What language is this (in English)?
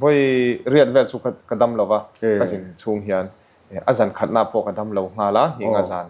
Mizo